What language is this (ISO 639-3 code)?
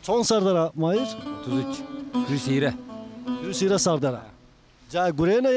zza